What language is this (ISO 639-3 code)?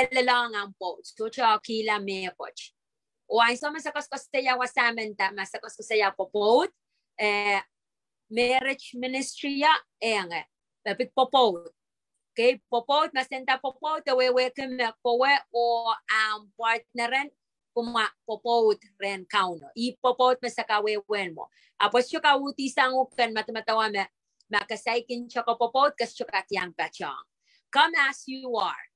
pon